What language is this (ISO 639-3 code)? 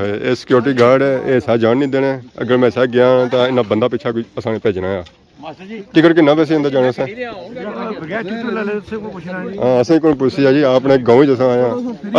phr